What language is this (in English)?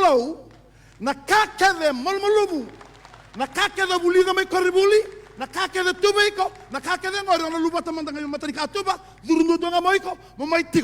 Fijian